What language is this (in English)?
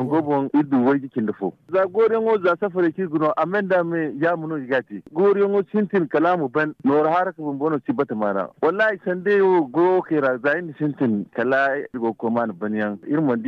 Zarma